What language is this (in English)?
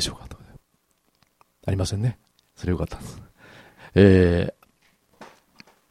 Japanese